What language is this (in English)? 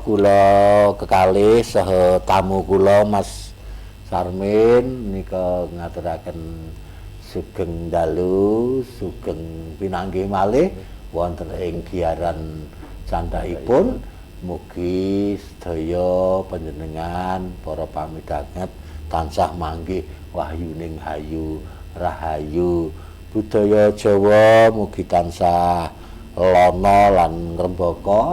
Javanese